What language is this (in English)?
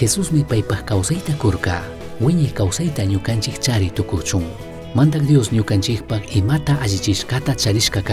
Chimborazo Highland Quichua